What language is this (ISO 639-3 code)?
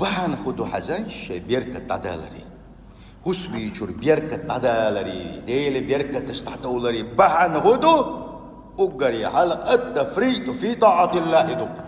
che